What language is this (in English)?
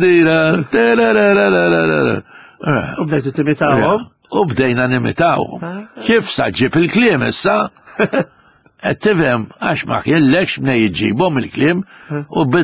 Maltese